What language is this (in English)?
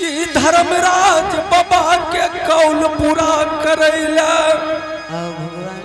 Angika